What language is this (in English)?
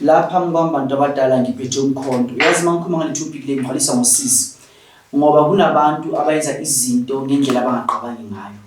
Zulu